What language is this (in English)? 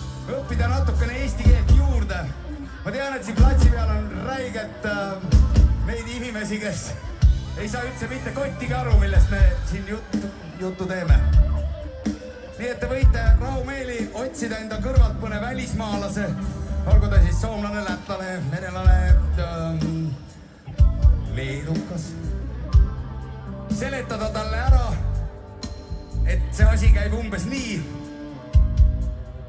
Estonian